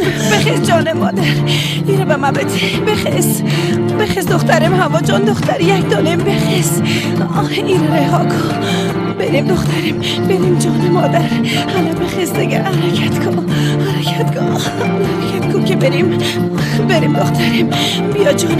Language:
Persian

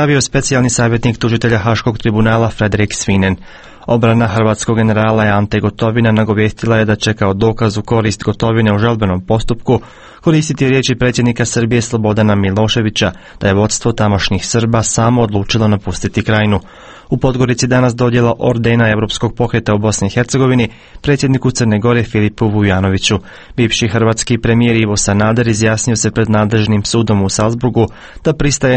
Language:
Croatian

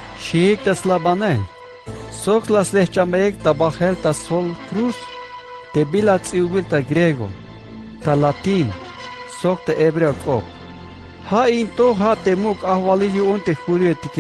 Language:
Tzeltal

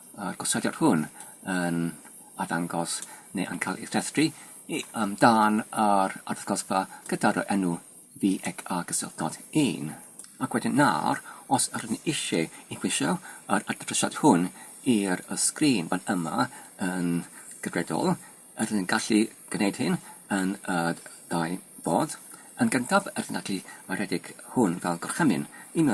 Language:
Welsh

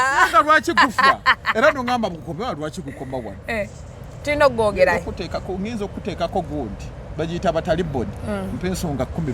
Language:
Ganda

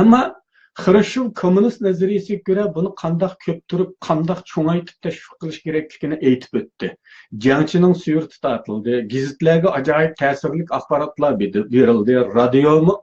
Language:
Uyghur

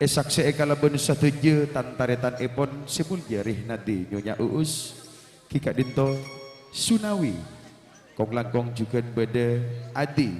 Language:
Madurese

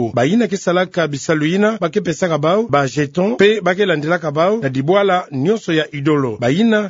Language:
Kituba (Democratic Republic of Congo)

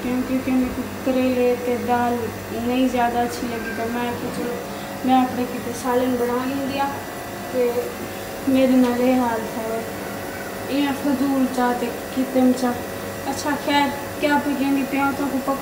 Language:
Saraiki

